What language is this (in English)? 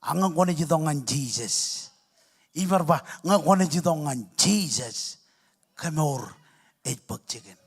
Marshallese